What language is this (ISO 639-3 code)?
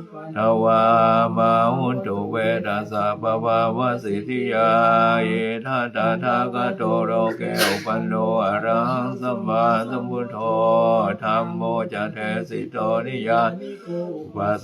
pli